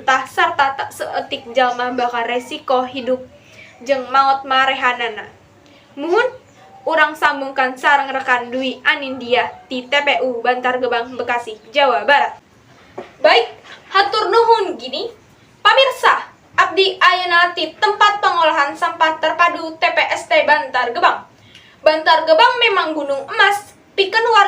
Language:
Sundanese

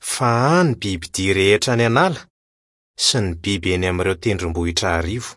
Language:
Malagasy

